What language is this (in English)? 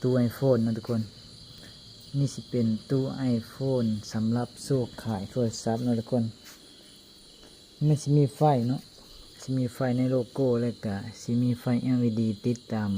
Lao